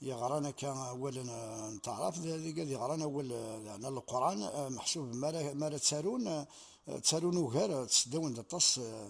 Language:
Kabyle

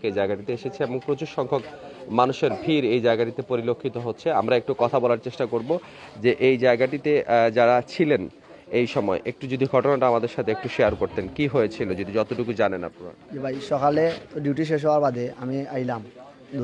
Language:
Sylheti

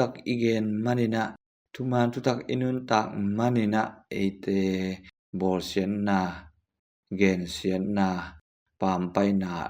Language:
Tedim Chin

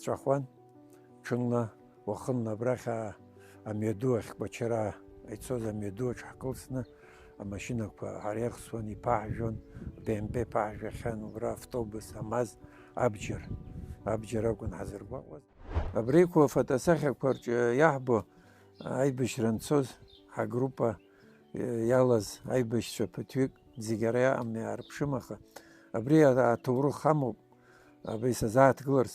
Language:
Abkhazian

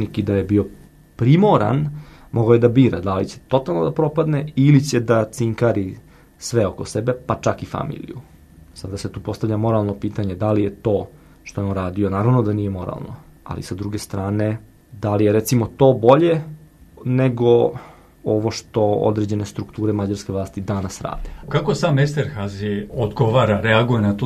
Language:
Serbian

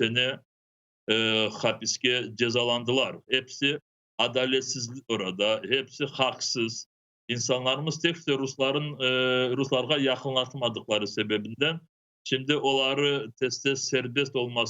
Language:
Crimean Tatar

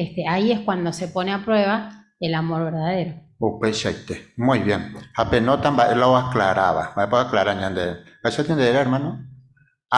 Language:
Guarani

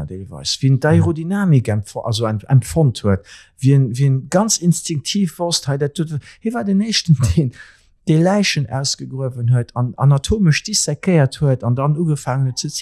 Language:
Luxembourgish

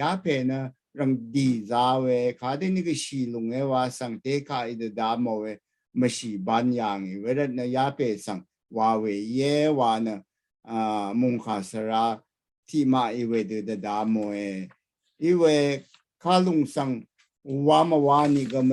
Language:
Rawang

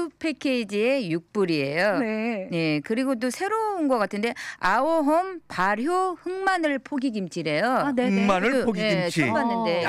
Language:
Korean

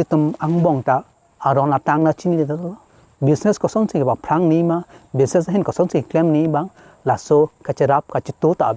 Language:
Karbi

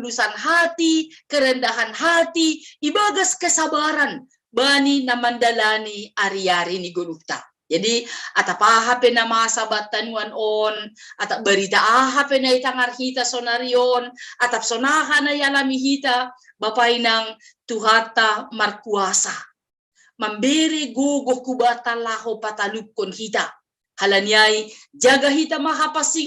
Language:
Batak Simalungun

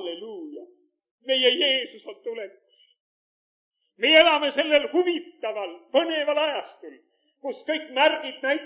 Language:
Estonian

